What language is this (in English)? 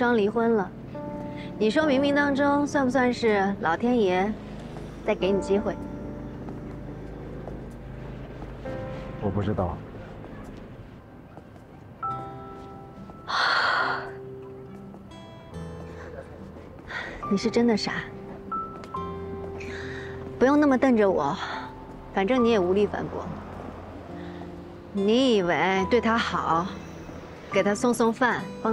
Chinese